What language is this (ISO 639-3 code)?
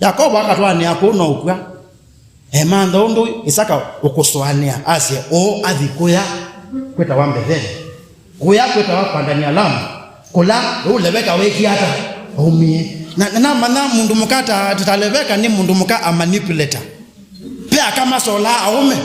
kam